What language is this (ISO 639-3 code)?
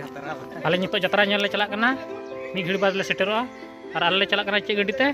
sat